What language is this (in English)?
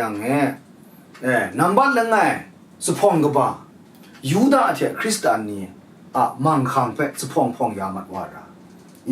Kachin